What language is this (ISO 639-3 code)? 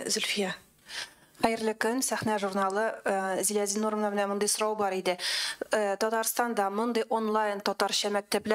tat